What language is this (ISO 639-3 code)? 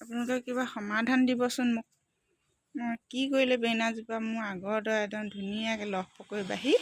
asm